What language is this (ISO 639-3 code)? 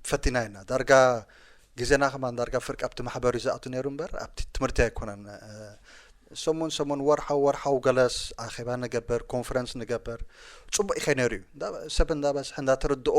tir